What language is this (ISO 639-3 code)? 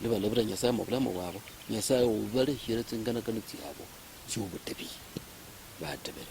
luy